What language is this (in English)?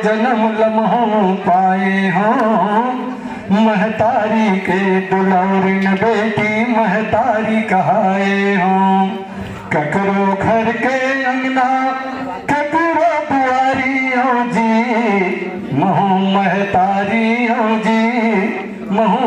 Chhattisgarhi